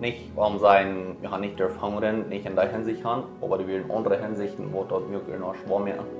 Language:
Plautdietsch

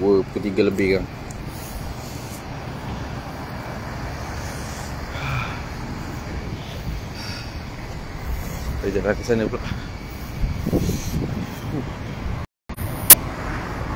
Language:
Malay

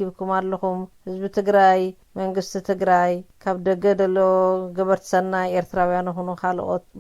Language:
Tigrinya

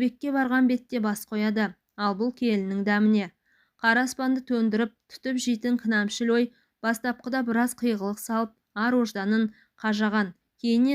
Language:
Kazakh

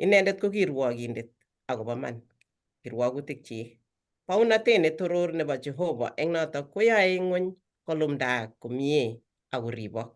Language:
Kalenjin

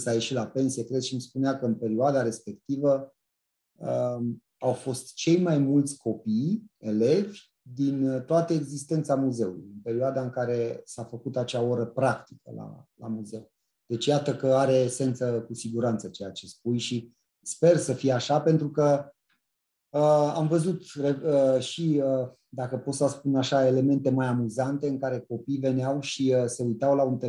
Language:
Romanian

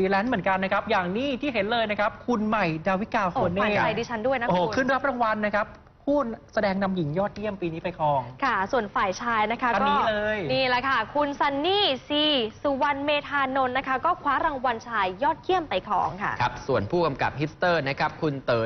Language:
Thai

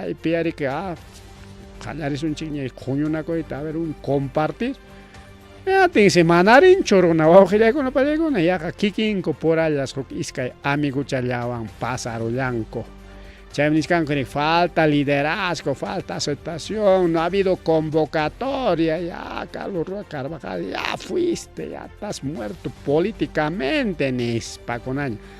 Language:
Ayacucho Quechua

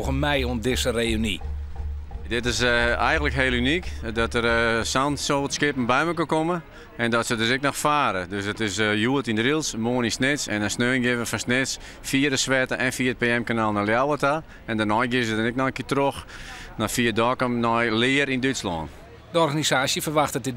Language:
Western Frisian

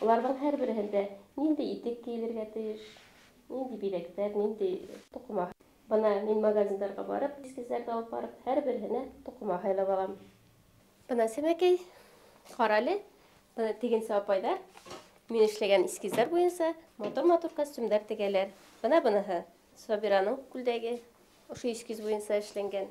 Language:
Bashkir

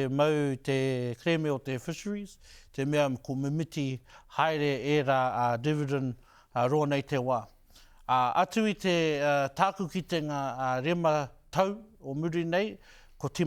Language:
Māori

